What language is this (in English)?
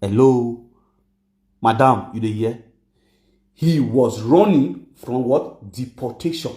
Nigerian Pidgin